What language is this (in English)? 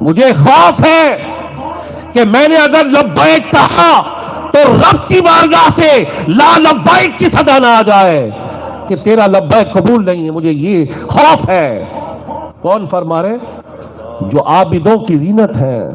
Saraiki